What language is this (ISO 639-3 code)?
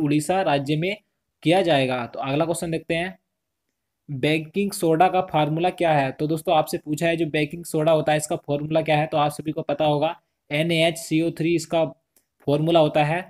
hin